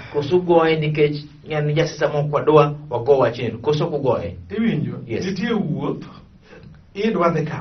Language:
Luo (Kenya and Tanzania)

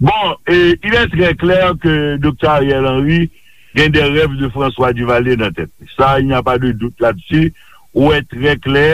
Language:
Haitian Creole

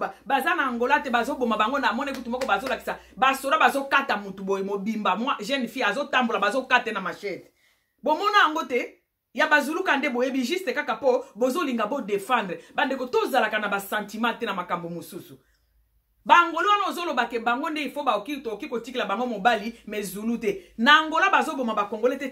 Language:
Lingala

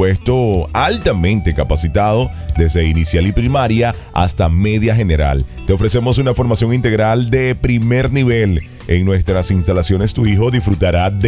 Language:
Spanish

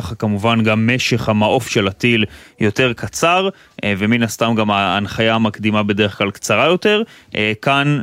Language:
Hebrew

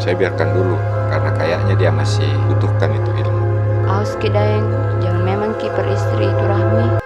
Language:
Makassar Malay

